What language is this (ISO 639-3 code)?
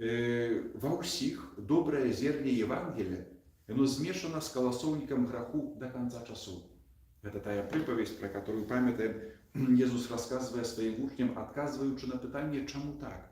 bel